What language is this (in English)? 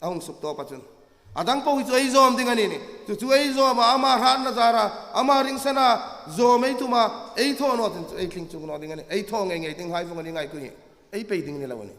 Hmar